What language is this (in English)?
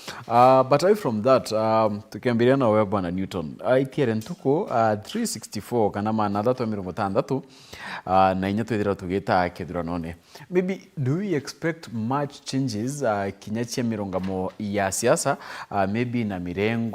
Meru